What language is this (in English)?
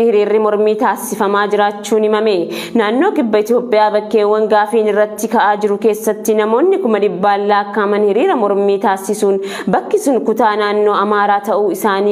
Oromo